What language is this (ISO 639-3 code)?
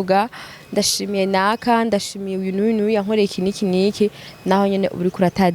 run